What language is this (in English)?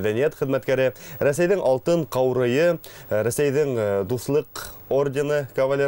Bashkir